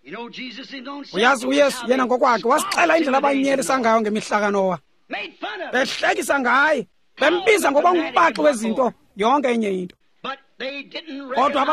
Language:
Xhosa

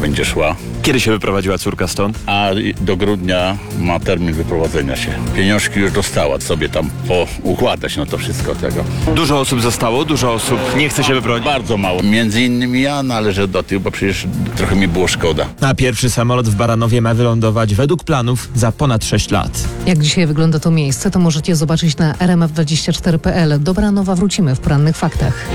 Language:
Polish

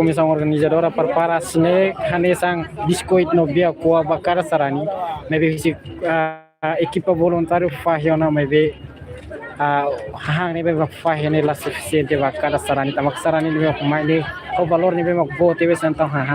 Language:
Tetum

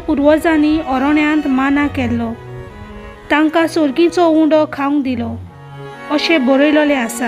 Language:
Konkani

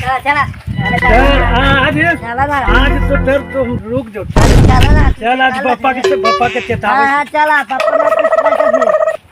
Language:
Magahi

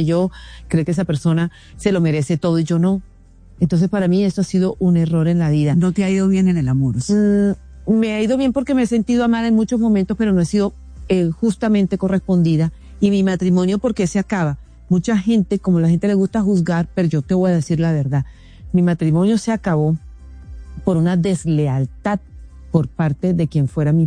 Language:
Spanish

